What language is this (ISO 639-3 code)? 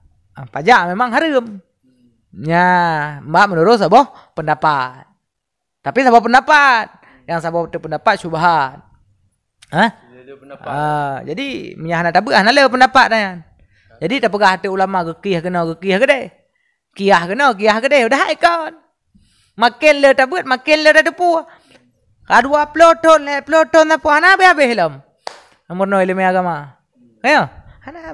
ace